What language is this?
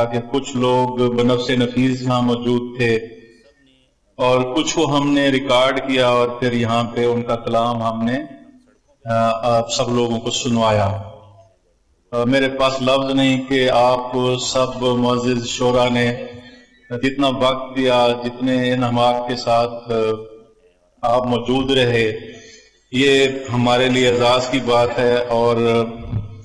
Urdu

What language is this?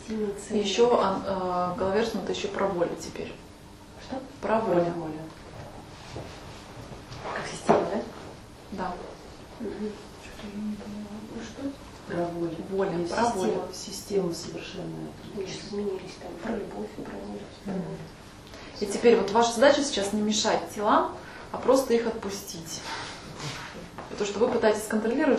Russian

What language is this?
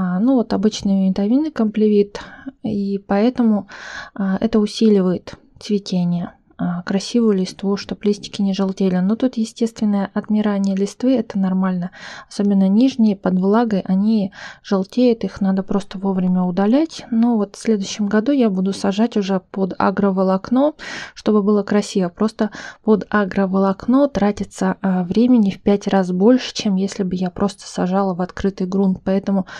Russian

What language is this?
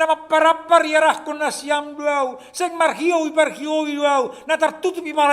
Batak Simalungun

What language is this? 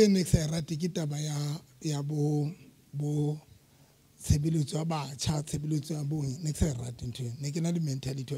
Southern Sotho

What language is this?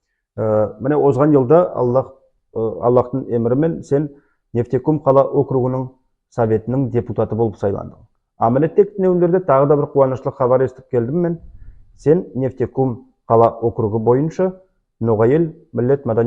Nogai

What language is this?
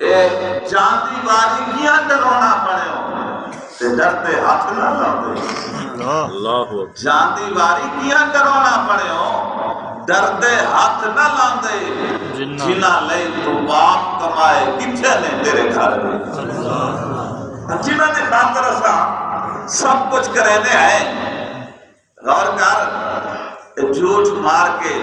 Saraiki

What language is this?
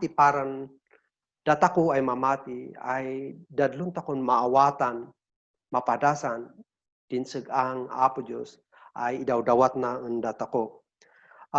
Kankanaey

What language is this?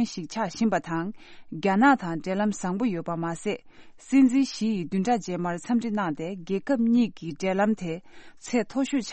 Tibetan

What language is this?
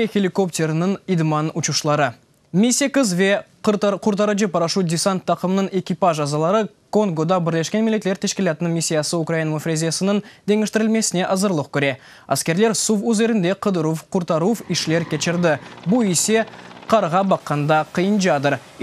Crimean Tatar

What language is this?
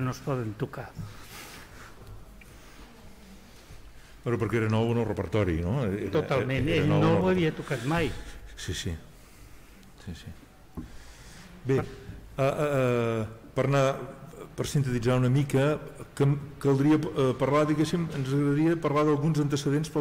Catalan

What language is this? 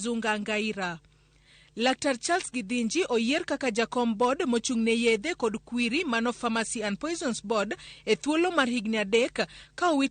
Luo (Kenya and Tanzania)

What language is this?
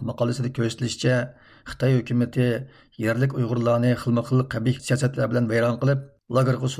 Uyghur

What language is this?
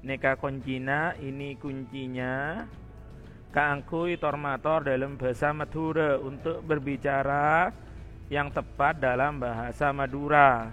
Madurese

